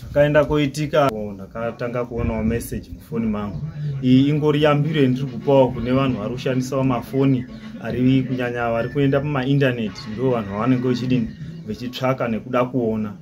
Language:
Shona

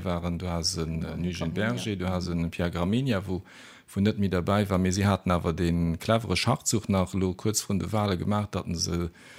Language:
Luxembourgish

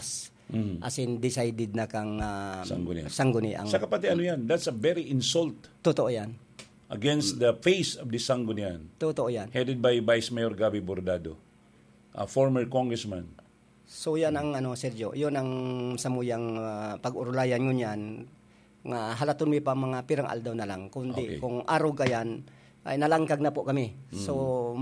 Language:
Bikol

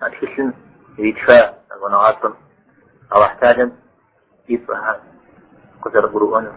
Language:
Kabardian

